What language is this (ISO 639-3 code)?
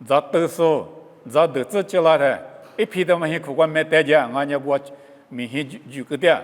lis